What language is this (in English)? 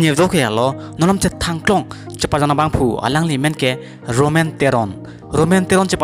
Karbi